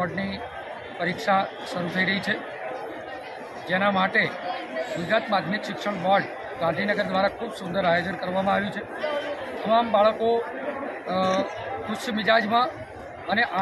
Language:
Gujarati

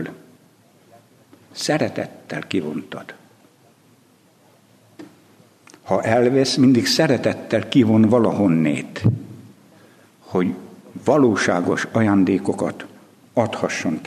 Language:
Hungarian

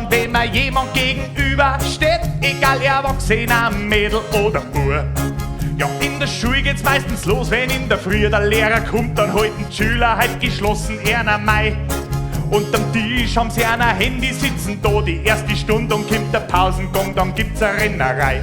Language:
Bavarian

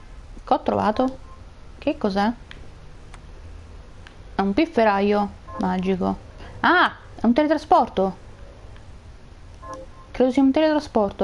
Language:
Italian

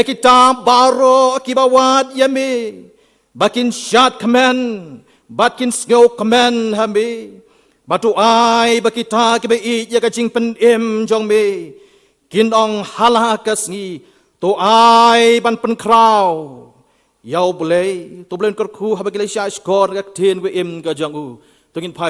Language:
Khasi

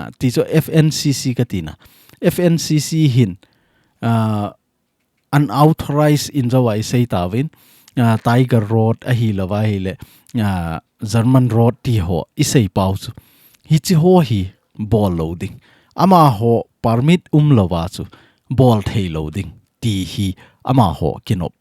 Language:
Thado Chin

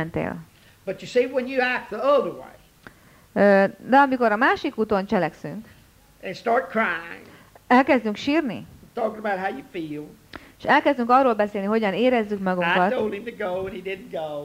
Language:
Hungarian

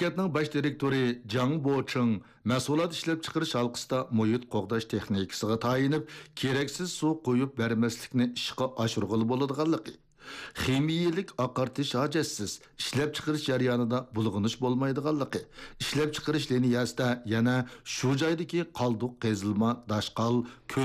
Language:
Uyghur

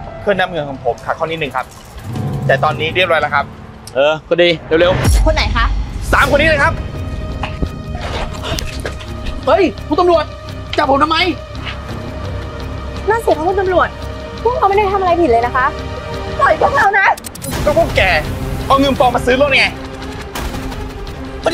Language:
Thai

